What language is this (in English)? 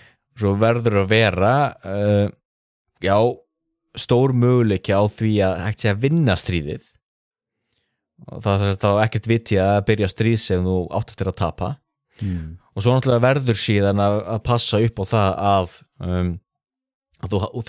Icelandic